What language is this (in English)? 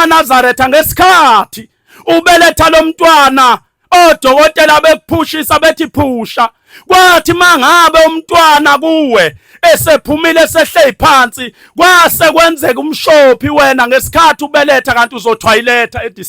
Zulu